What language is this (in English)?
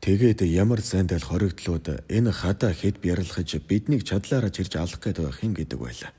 Mongolian